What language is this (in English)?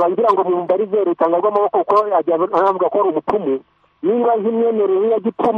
Kinyarwanda